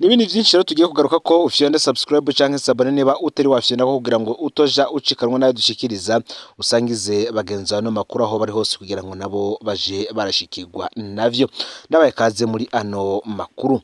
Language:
Rundi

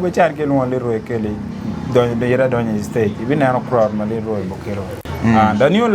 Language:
Acoli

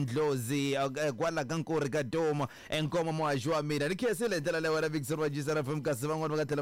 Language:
Tsonga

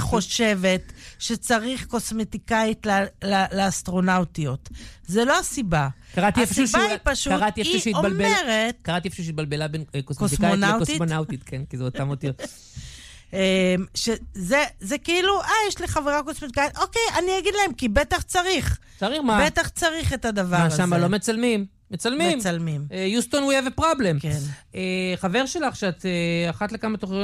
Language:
Hebrew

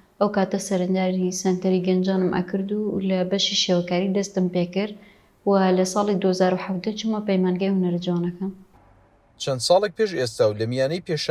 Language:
Central Kurdish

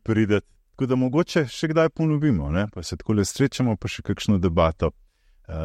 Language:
Slovenian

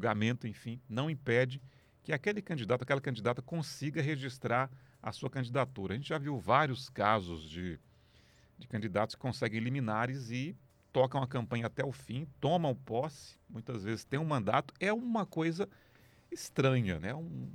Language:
Portuguese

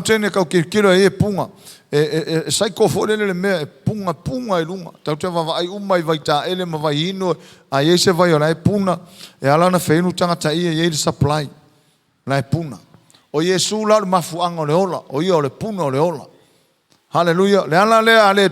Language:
Samoan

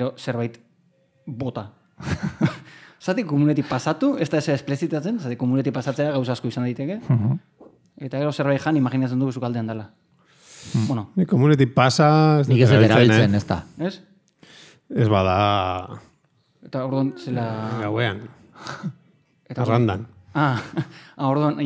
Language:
Basque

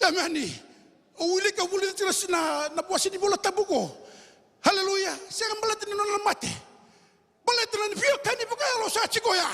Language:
Fijian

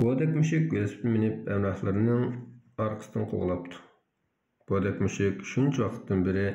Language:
Uyghur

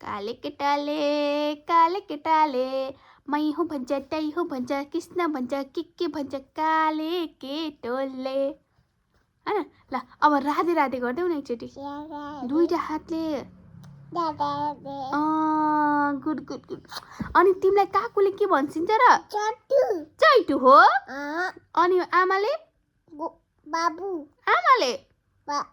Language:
Nepali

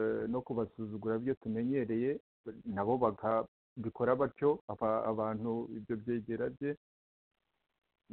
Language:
Kinyarwanda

